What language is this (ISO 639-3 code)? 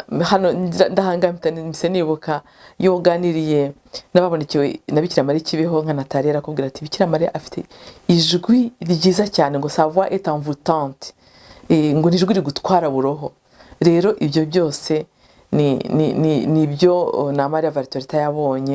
kin